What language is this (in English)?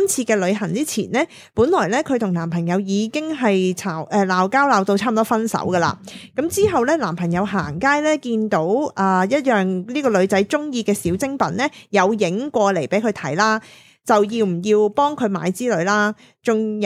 Cantonese